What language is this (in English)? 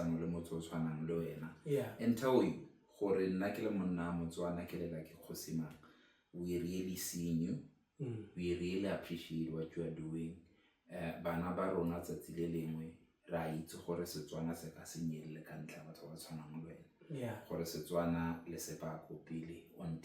Tswana